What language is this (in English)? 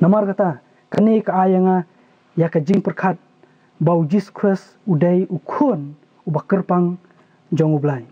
Khasi